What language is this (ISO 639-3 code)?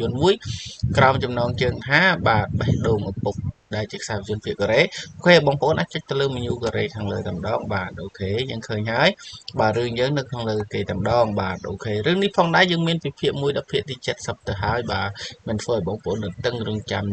khm